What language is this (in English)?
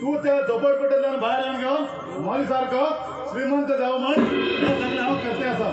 Konkani